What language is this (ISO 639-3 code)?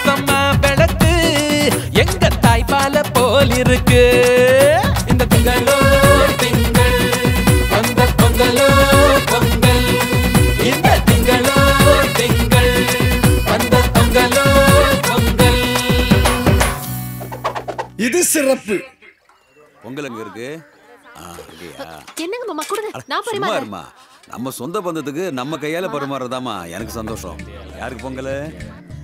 tam